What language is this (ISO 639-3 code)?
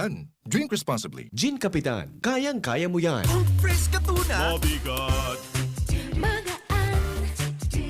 bik